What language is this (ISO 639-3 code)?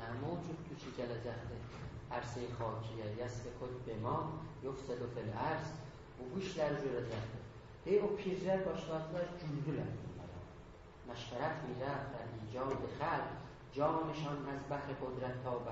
azb